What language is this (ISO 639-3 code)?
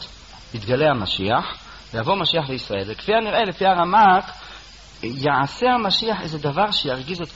heb